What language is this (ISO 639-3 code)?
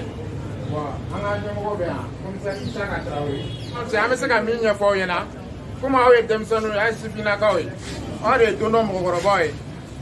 bam